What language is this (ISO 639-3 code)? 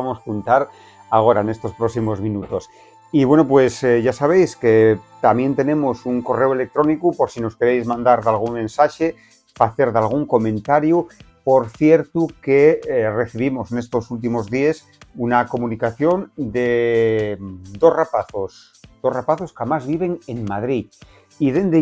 ast